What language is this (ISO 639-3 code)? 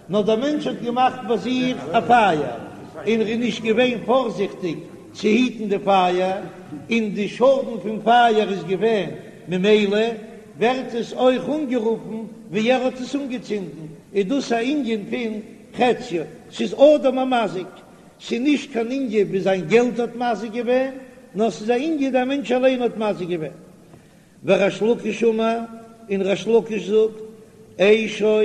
yid